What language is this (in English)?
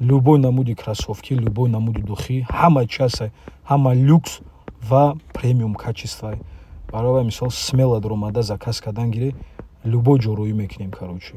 Tajik